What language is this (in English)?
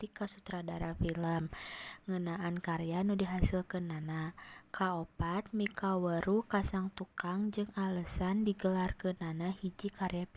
Sundanese